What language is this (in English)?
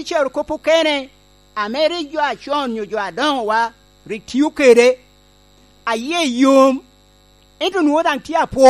Lango (Uganda)